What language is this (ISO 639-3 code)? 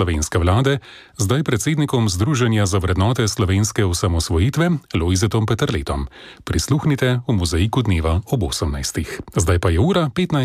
slv